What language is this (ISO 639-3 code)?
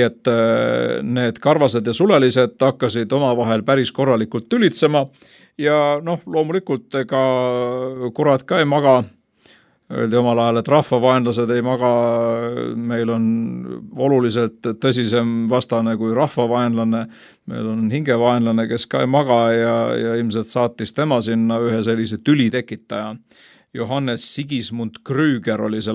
est